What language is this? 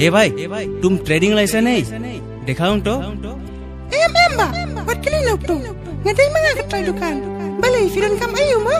Khasi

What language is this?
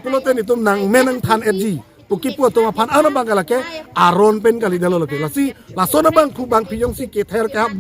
Karbi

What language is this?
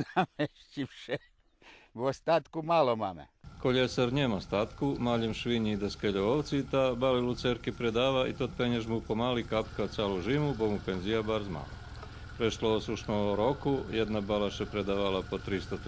Rusyn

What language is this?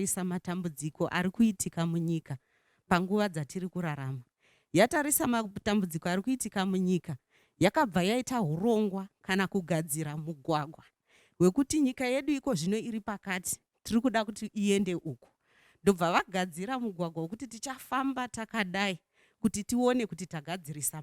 Shona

